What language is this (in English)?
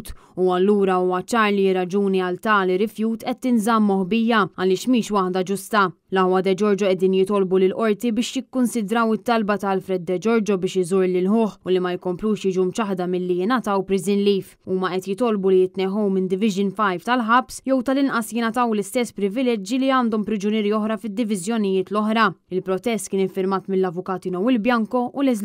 Maltese